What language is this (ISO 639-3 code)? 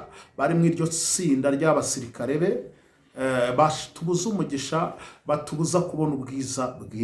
kin